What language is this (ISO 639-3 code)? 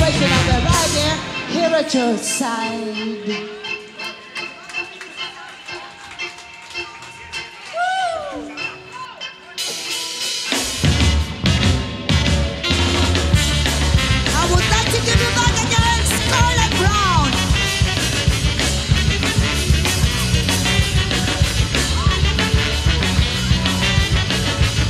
eng